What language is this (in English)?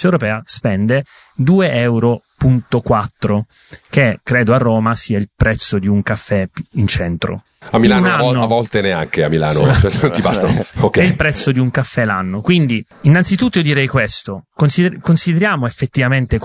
Italian